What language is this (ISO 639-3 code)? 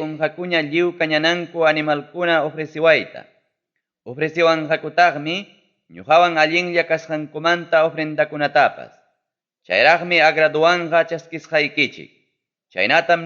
quy